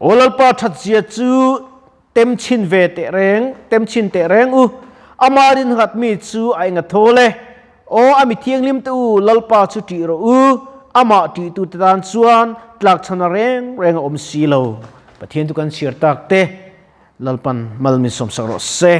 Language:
Mizo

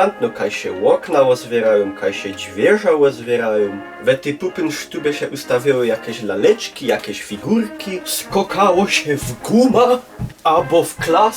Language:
Silesian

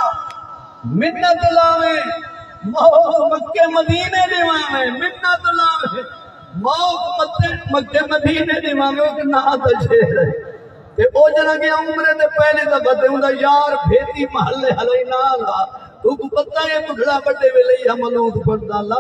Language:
Saraiki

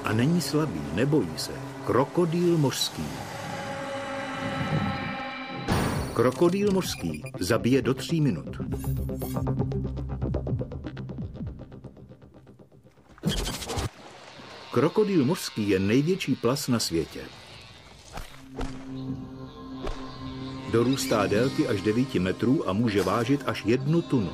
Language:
Czech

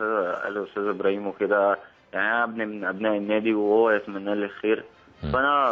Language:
Egyptian Arabic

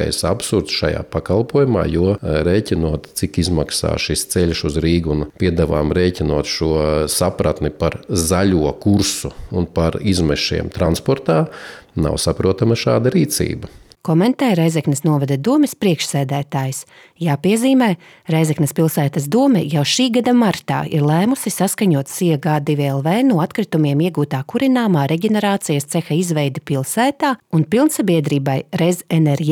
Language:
Latvian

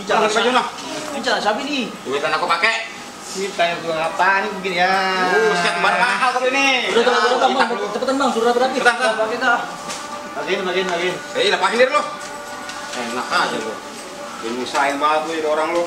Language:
Betawi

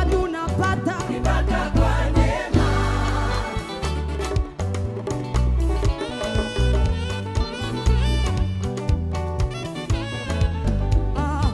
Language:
Swahili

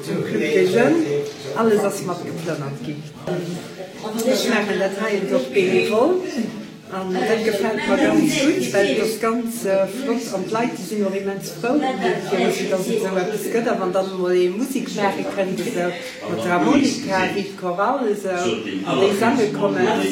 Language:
Luxembourgish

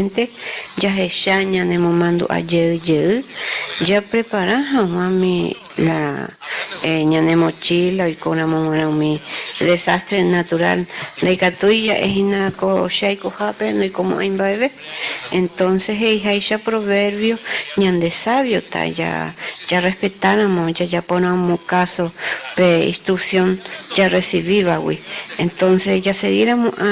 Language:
Guarani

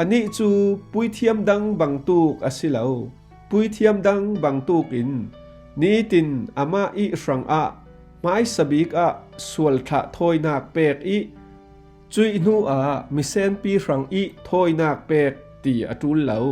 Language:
Falam Chin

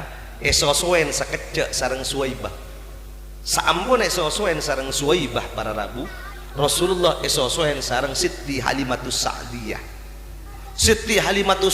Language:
Madurese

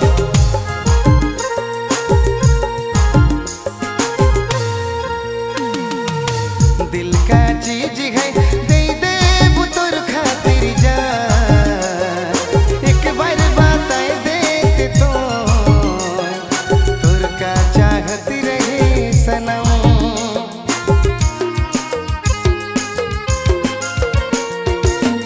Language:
Bhojpuri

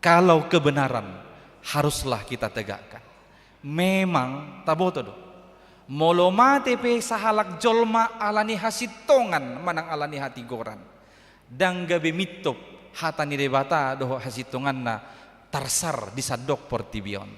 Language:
Batak Toba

